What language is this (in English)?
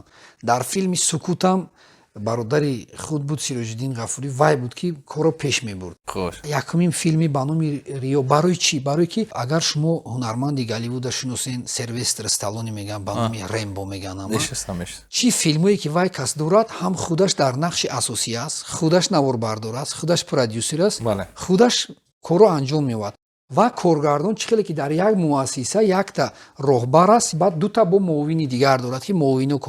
Tajik